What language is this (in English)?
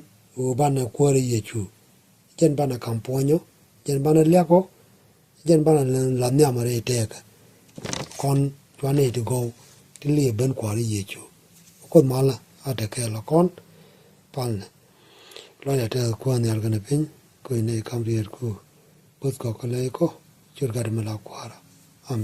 Nuer